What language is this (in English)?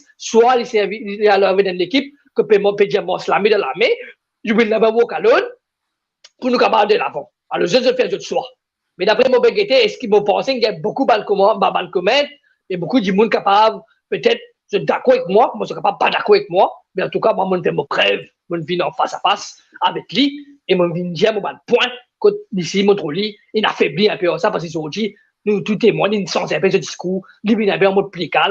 Morisyen